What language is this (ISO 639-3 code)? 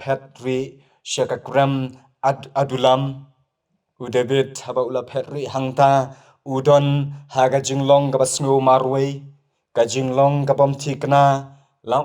kha